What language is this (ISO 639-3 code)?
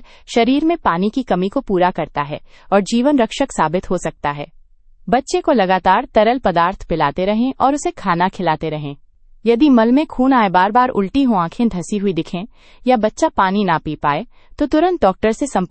hin